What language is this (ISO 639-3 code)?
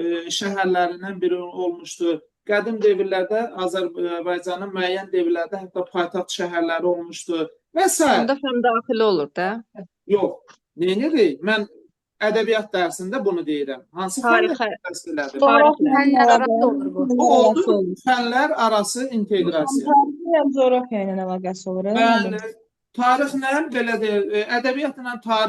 aze